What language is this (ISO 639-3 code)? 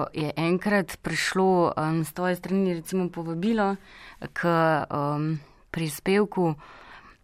slv